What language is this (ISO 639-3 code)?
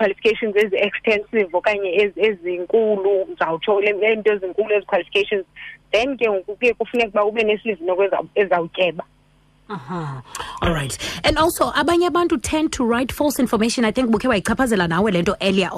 xho